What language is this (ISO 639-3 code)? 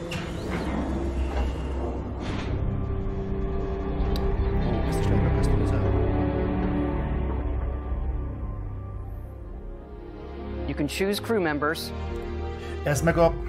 hun